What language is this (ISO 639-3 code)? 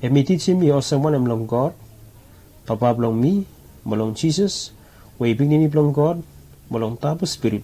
bis